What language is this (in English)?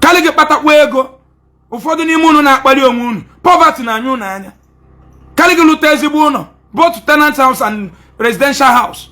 Igbo